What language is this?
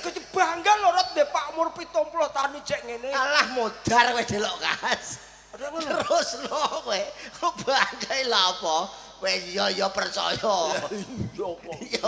Javanese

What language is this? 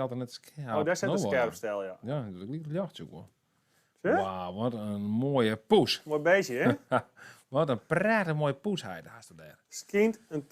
Western Frisian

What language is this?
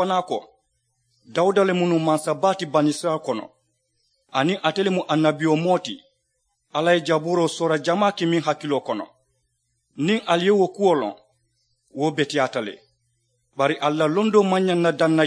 Mandingo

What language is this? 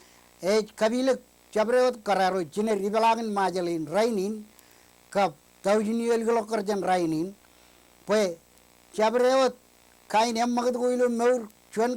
Marshallese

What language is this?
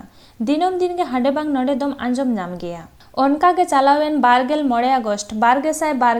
Santali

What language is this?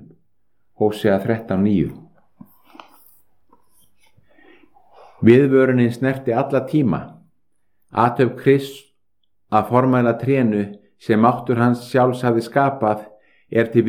Icelandic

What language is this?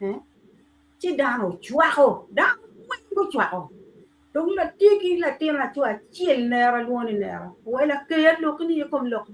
Acoli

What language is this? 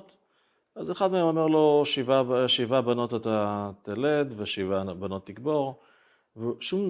Hebrew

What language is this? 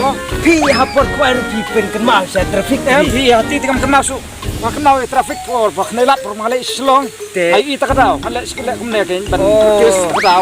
Khasi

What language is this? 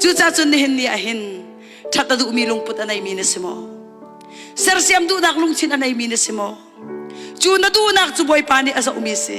Hakha Chin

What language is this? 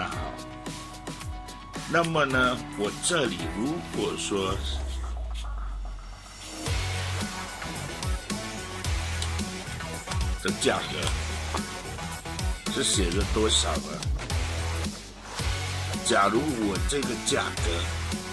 Chinese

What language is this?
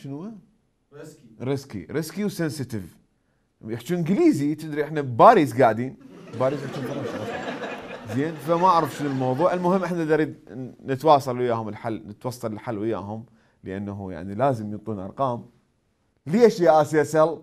Mesopotamian Arabic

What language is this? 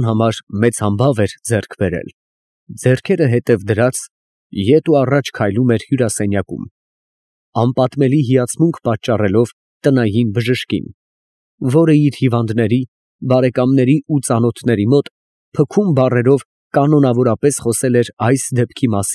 Armenian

